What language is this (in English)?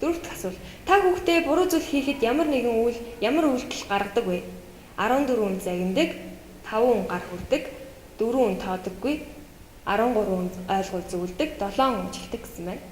Mongolian